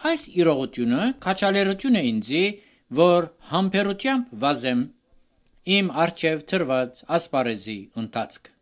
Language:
Armenian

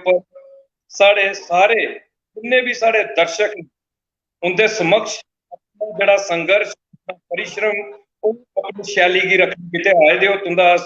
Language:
Dogri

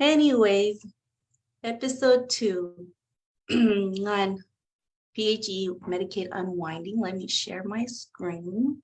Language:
Marshallese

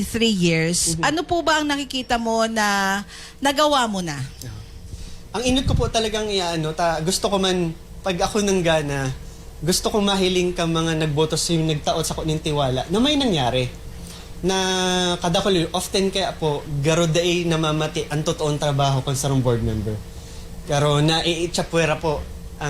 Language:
Bikol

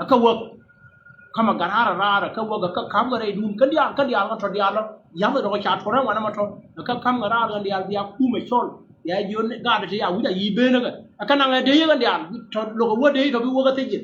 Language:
Nuer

